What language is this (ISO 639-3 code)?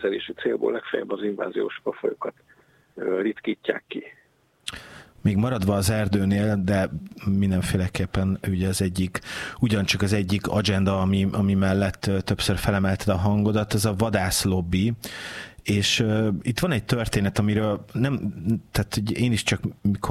hun